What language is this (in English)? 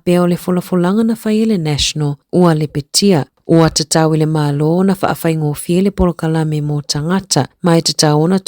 Samoan